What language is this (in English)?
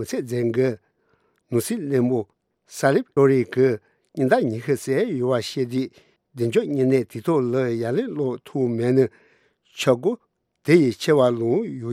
Tibetan